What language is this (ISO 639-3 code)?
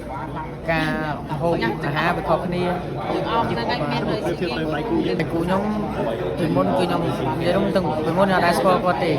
khm